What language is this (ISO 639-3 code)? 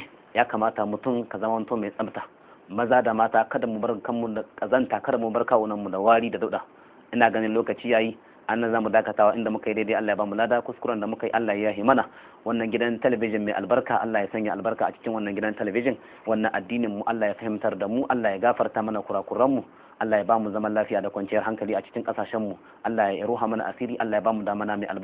hau